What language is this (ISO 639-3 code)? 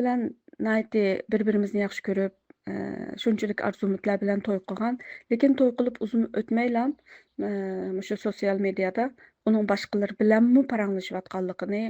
uig